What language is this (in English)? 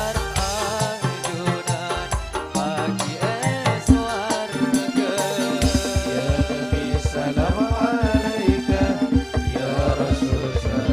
Madurese